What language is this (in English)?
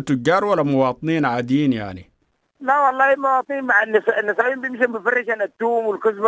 Sudanese Arabic